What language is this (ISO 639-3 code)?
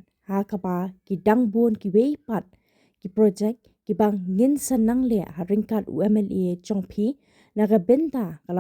kha